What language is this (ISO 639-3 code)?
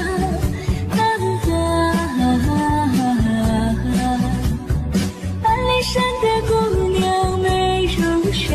zho